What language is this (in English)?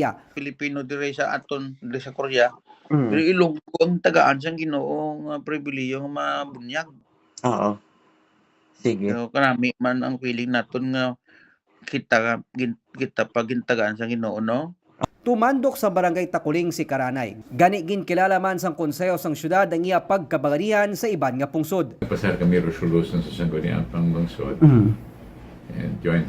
Hiligaynon